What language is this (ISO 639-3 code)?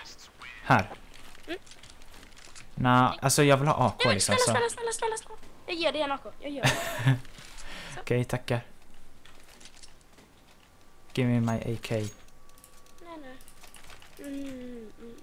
swe